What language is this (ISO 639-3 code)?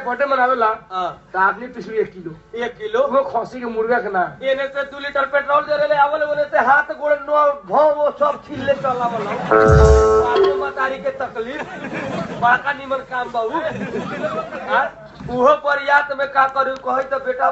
bho